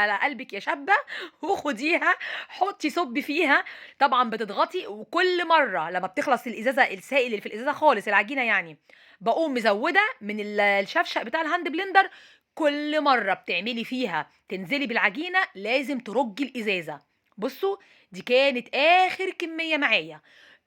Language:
Egyptian Arabic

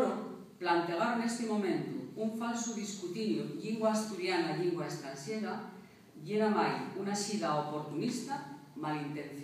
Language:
Asturian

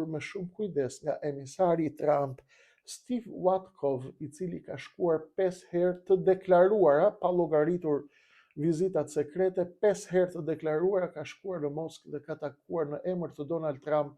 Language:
Albanian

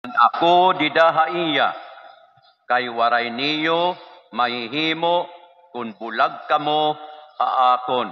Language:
Waray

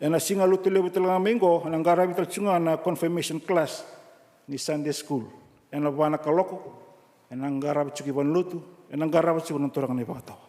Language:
Fijian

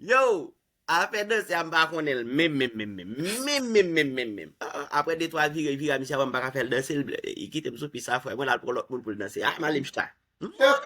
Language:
Haitian Creole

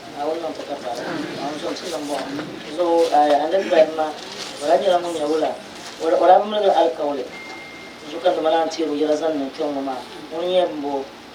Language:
Dagbani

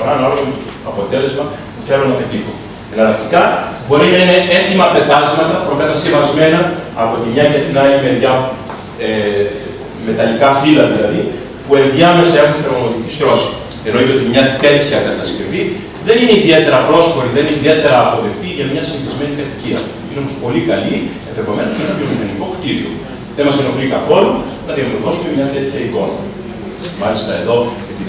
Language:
Greek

